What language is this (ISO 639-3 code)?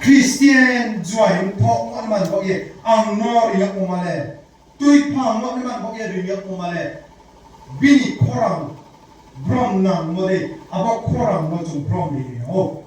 ria